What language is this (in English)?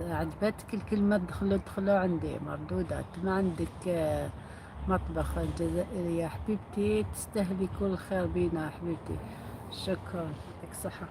Algerian Arabic